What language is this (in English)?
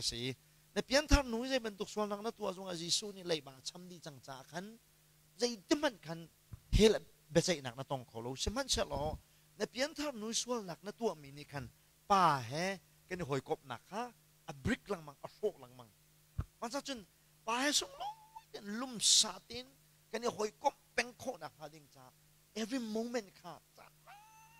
Hakha Chin